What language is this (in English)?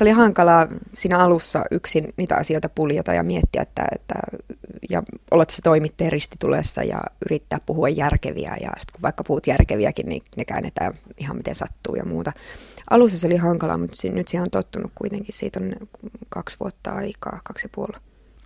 Finnish